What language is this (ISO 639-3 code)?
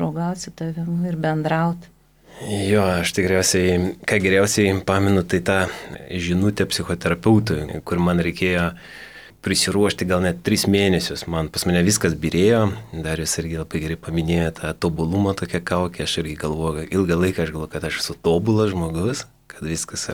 lit